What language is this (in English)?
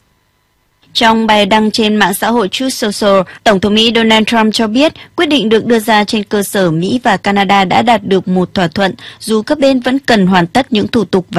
Vietnamese